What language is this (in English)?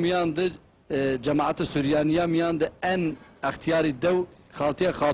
Zaza